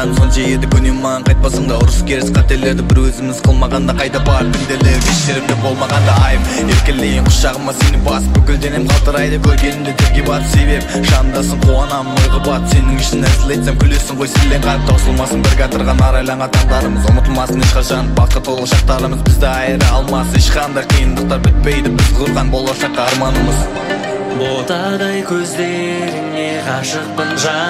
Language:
Kazakh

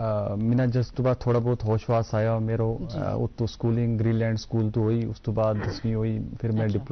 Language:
Gujari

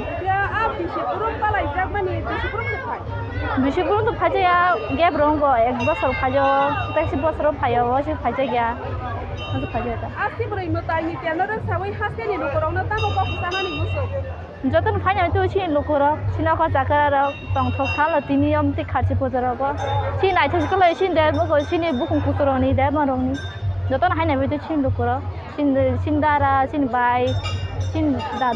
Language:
Kok Borok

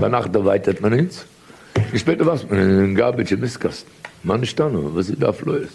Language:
Yiddish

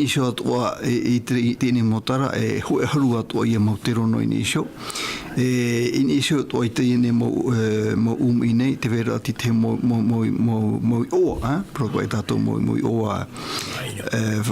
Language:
Tahitian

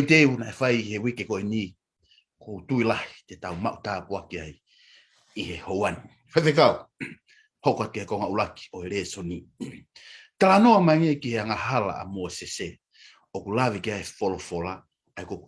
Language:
Tongan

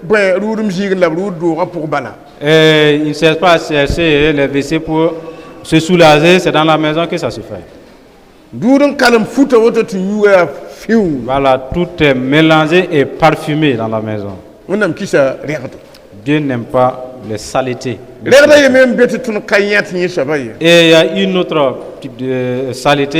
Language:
Mossi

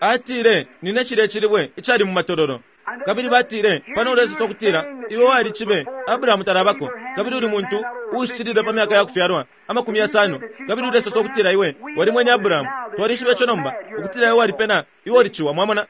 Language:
Bemba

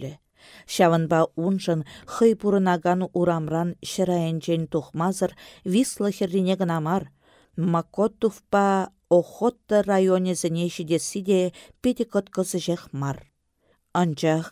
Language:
Chuvash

